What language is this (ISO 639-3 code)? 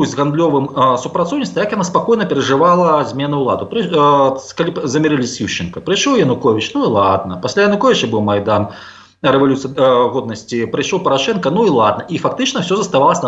bel